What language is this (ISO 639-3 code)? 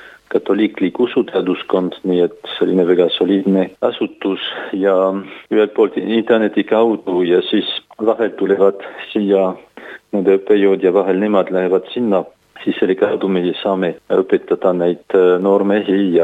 est